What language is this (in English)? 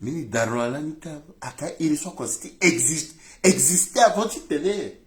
Sango